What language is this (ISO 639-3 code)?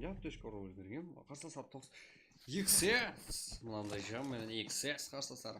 kaa